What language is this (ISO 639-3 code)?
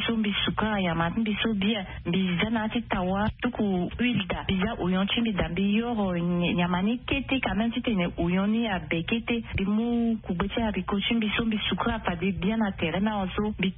sag